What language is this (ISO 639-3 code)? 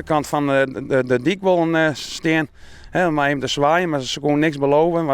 fry